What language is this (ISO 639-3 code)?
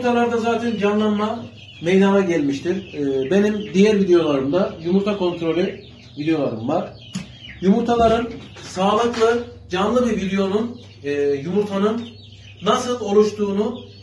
tur